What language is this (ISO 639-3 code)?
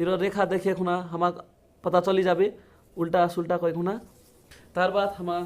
rjs